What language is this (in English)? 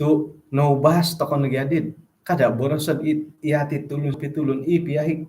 Central Dusun